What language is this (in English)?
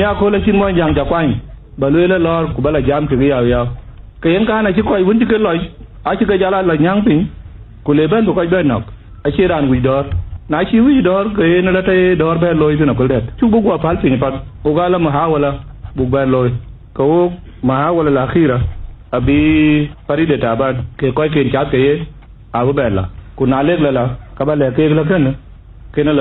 Dinka